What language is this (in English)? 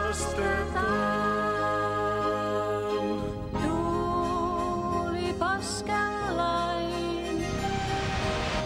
Finnish